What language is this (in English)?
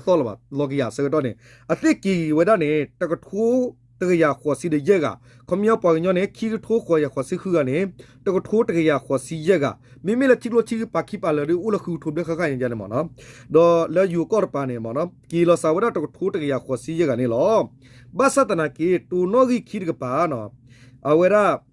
S'gaw Karen